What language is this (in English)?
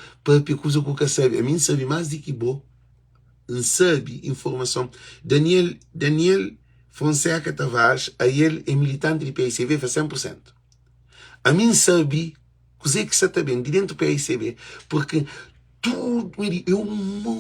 Kabuverdianu